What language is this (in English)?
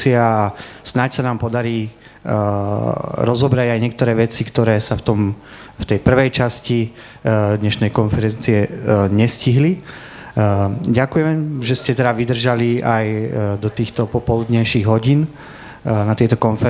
Slovak